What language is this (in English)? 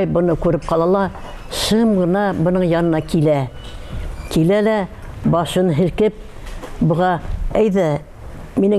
Bashkir